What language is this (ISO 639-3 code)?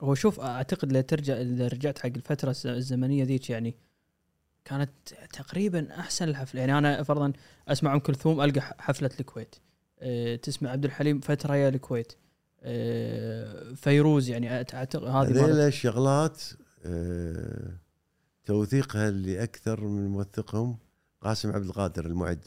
afb